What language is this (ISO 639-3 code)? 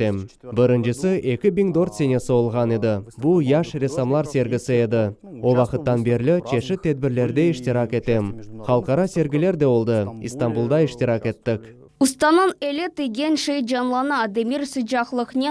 crh